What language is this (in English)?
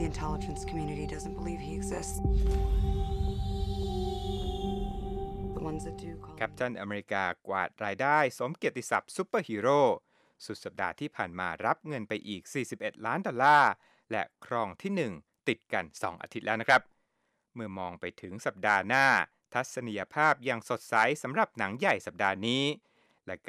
Thai